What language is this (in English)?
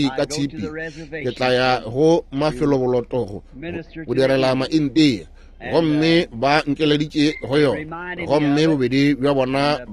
Northern Sotho